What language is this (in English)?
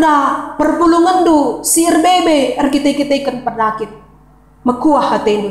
Batak Karo